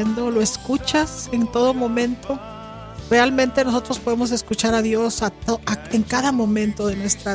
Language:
Spanish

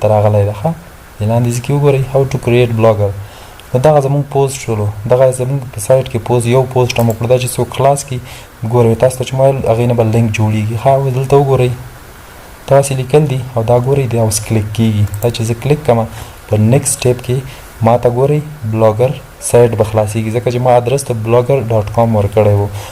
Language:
Pashto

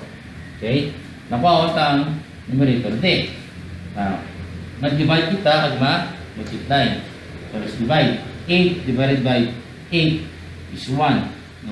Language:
Hiligaynon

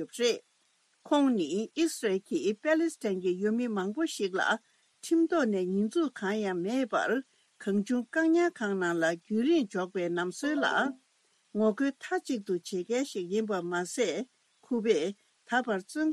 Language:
Tibetan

